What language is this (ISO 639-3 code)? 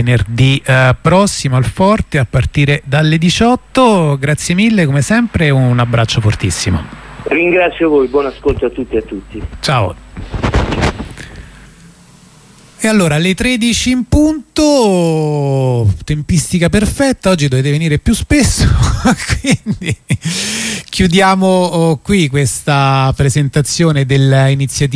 ita